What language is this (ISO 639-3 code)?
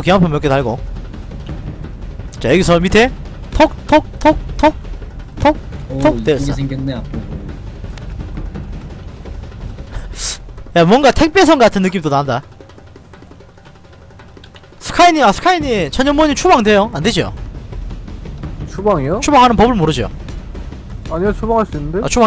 kor